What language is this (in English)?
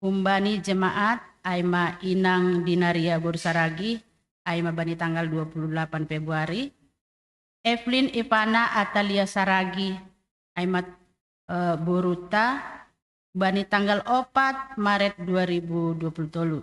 Batak Simalungun